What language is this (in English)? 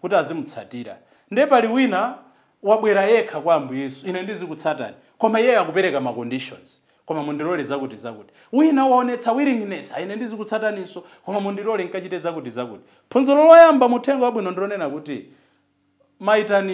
Nyanja